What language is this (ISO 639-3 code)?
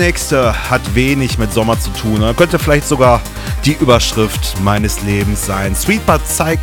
deu